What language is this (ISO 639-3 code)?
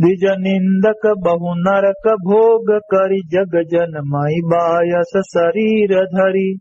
awa